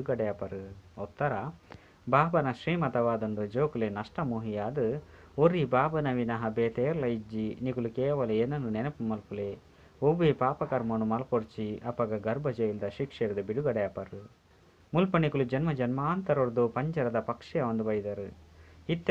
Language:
Tulu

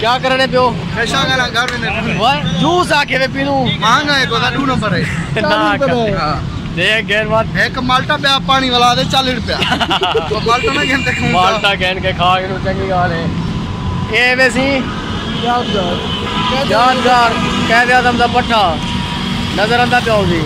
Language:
Saraiki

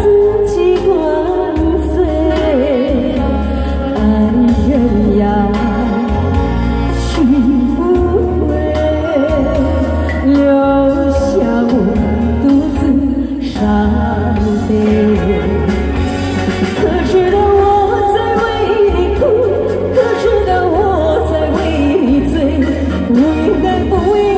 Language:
Chinese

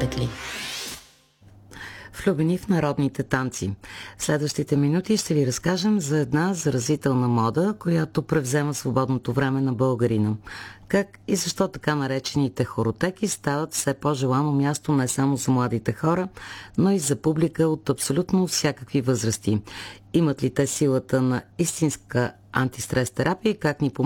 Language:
Bulgarian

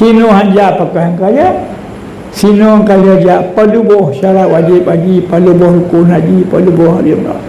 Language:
Achinese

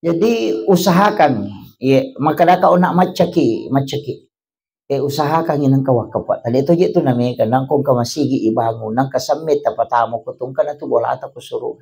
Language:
Buginese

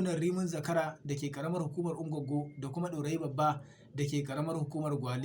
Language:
Hausa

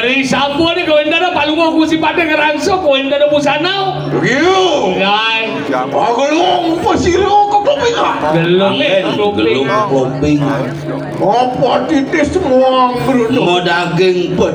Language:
Balinese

